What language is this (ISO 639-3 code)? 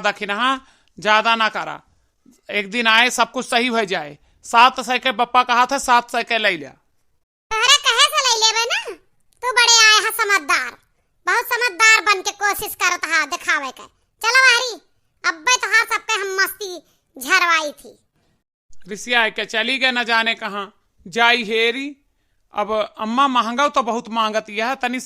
awa